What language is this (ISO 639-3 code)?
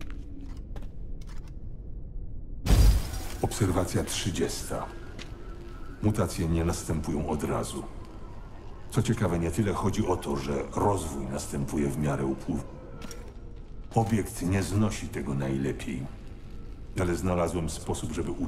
pol